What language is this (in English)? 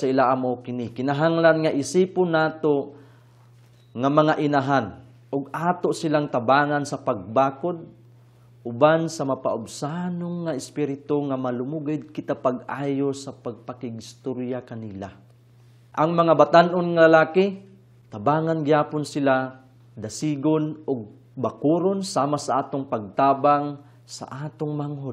Cebuano